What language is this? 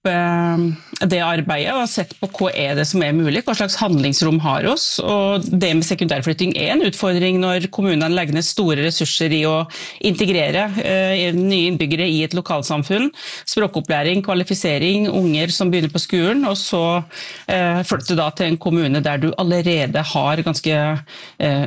Norwegian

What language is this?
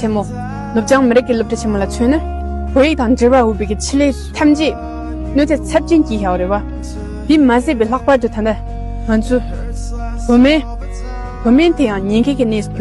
Tibetan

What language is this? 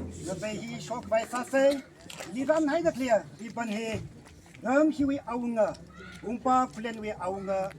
Tangkhul Naga (India)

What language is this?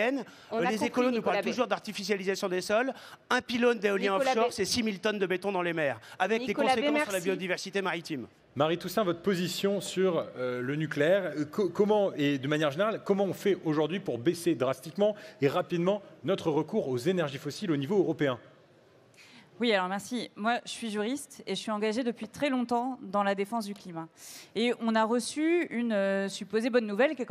French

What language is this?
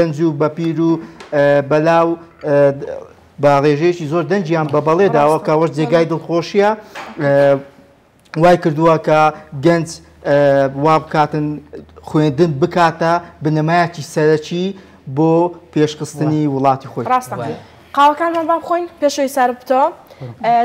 Central Kurdish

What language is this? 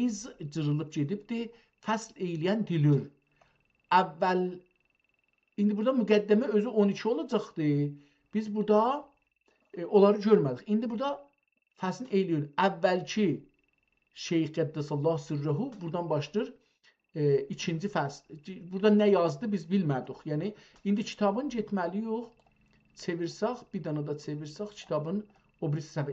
South Azerbaijani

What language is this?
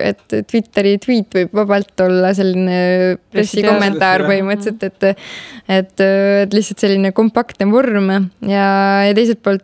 Estonian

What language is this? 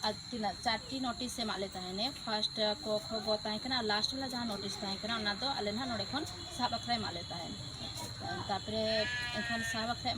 Santali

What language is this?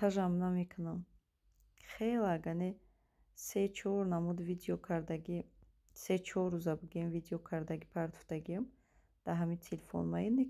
Tajik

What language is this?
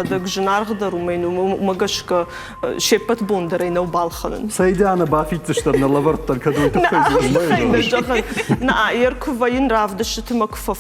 Ossetic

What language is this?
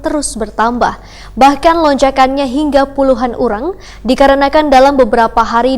Banjar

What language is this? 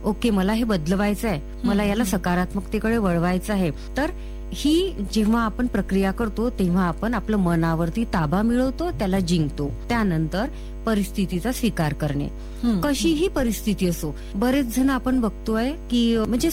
Marathi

